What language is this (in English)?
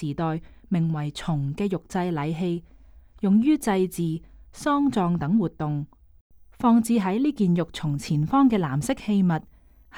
Cantonese